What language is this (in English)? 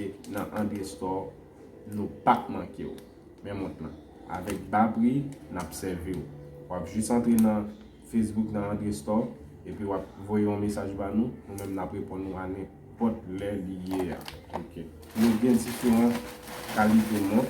Haitian Creole